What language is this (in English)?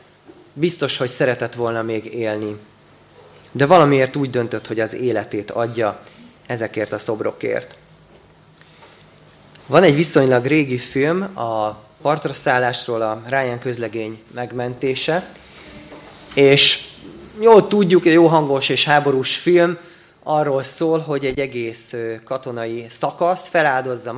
Hungarian